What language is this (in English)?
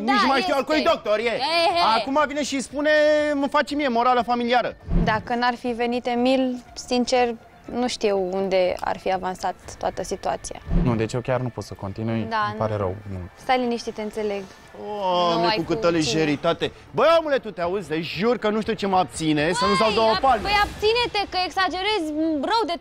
Romanian